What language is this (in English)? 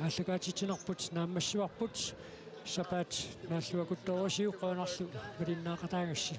Kalaallisut